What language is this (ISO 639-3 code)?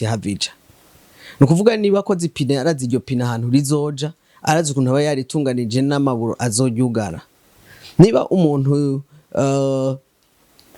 run